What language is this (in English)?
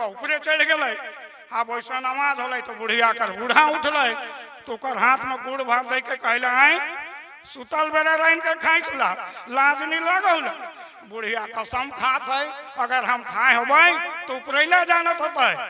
Sadri